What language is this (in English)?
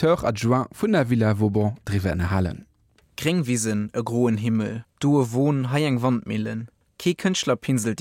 Luxembourgish